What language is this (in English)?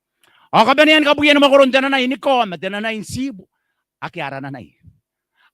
Gilbertese